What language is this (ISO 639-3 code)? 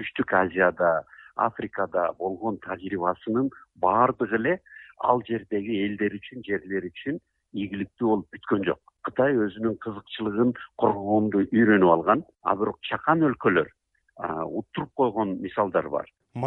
kir